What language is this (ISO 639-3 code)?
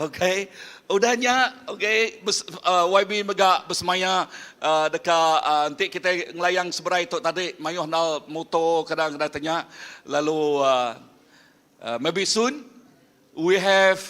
iba